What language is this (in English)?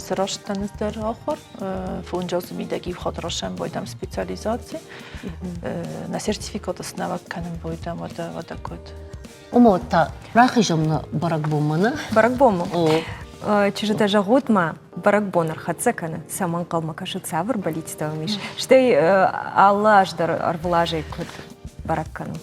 Ossetic